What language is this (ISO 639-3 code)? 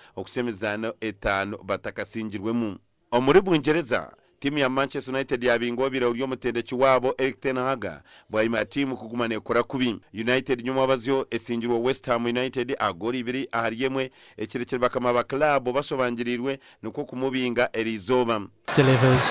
nyn